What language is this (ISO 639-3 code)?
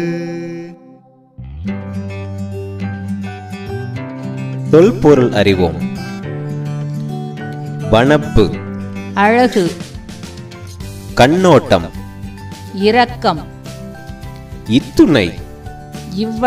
tam